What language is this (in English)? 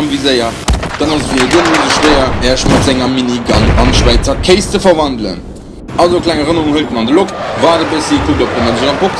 Luxembourgish